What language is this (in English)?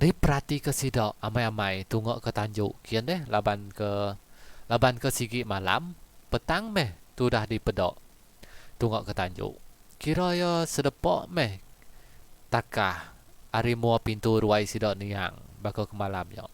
Iban